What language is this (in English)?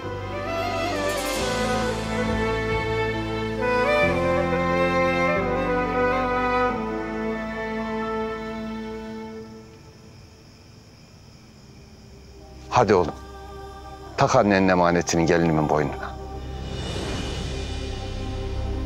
Turkish